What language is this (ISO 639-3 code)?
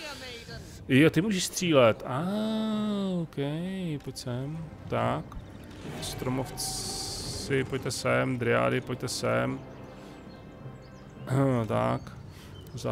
ces